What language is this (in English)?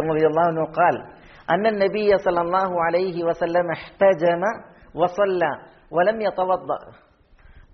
Malayalam